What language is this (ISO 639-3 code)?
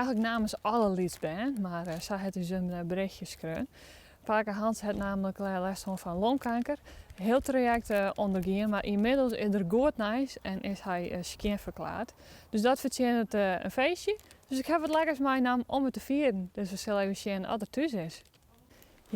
fry